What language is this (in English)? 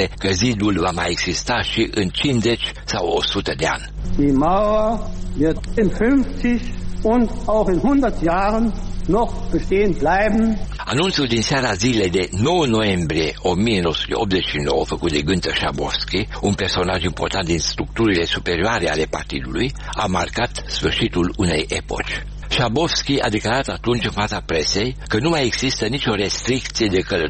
Romanian